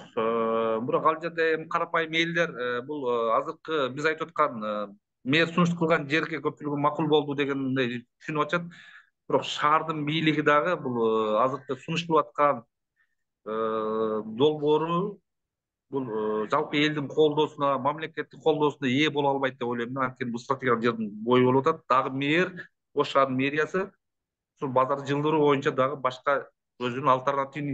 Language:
Kyrgyz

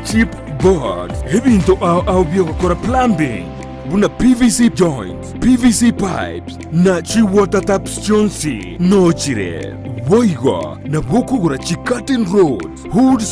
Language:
Gusii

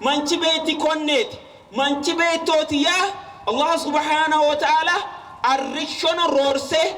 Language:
Sidamo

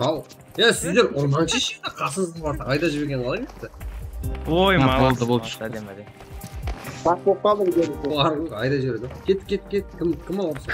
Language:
Kara-Kalpak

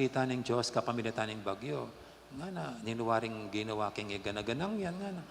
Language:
Pampanga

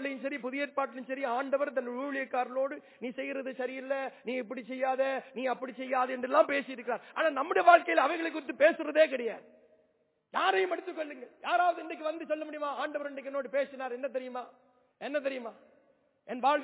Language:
Tamil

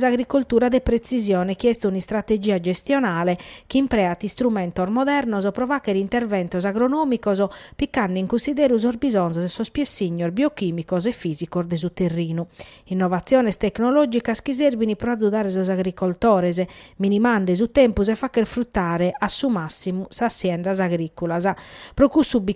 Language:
Sardinian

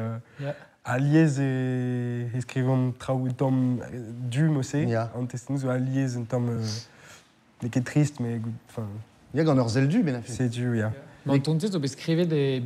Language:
Breton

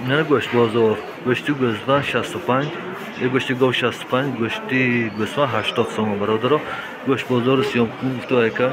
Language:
Tajik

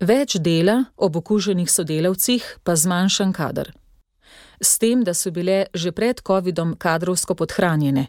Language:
Slovenian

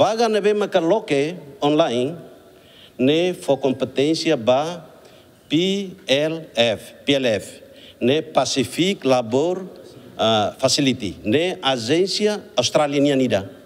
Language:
Tetum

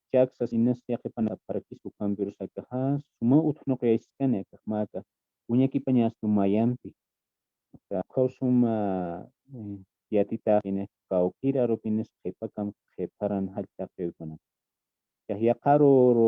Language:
Aymara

